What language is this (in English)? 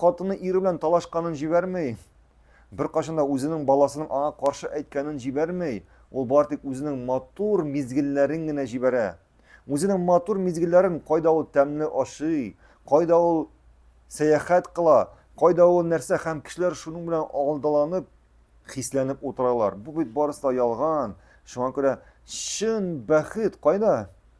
Tatar